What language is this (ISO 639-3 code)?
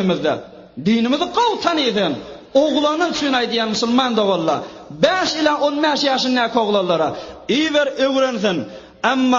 tuk